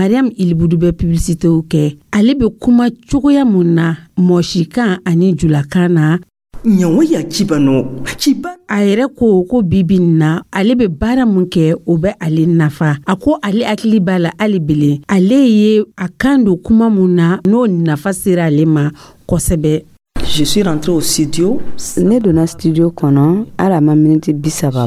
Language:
Dyula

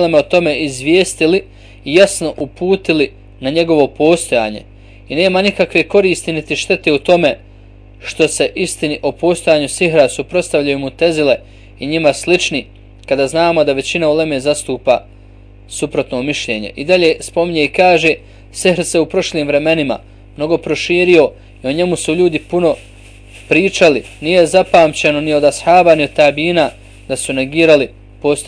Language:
Bosnian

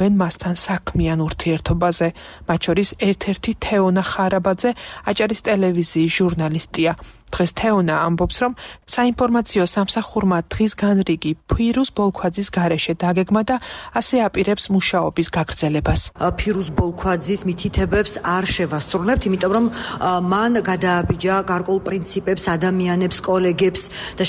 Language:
Georgian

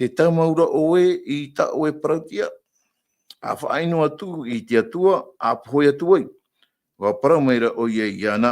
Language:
Tahitian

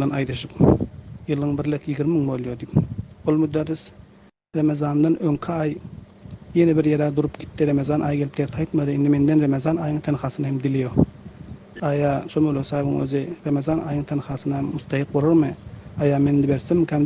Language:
Turkmen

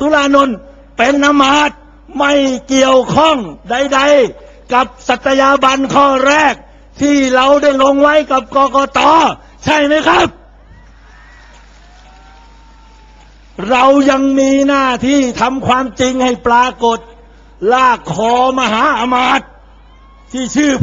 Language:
Thai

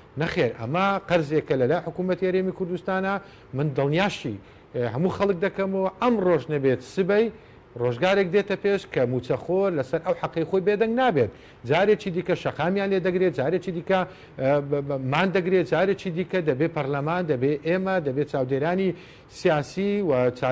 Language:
Central Kurdish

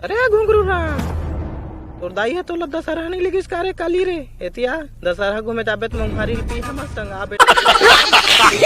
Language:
Chhattisgarhi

